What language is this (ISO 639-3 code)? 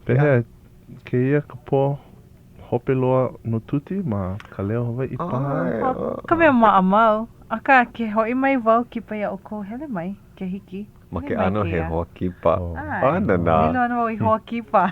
haw